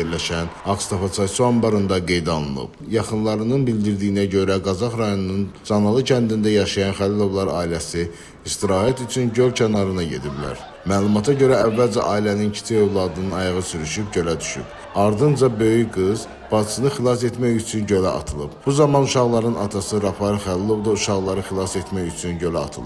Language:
Azerbaijani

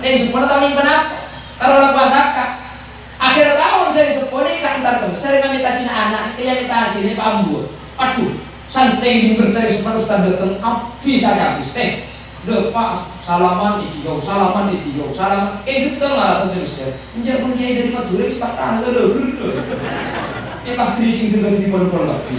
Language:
Madurese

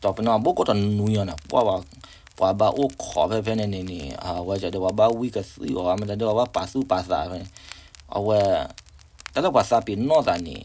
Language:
S'gaw Karen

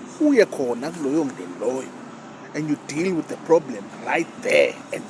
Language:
Zulu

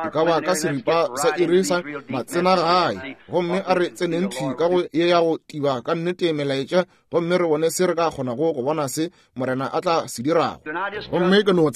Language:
Northern Sotho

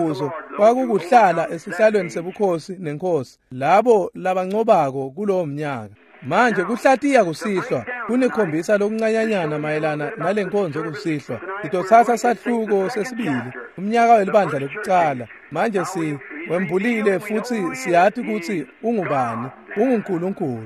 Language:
Swati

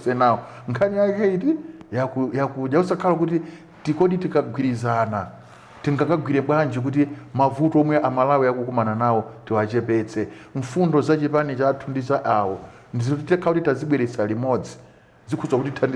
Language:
Nyanja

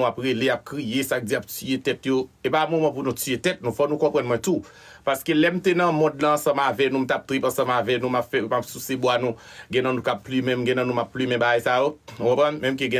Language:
Haitian Creole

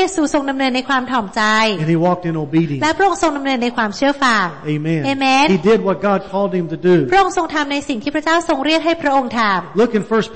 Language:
Thai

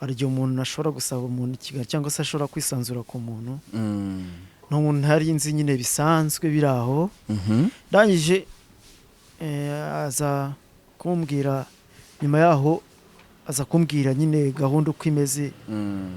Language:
Kinyarwanda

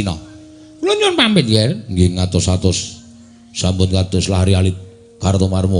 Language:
Javanese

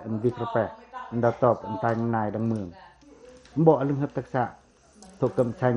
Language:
Pacoh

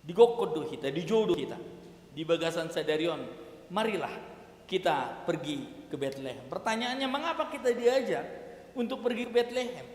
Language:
Batak Toba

